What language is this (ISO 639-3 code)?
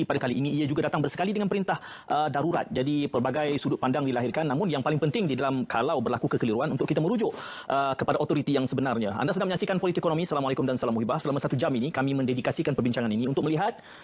msa